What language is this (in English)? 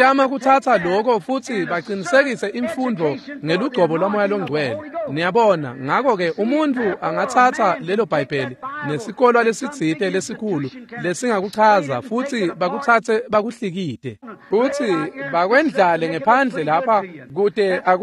Swati